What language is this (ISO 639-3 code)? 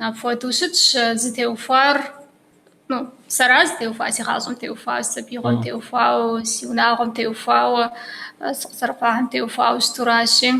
kbd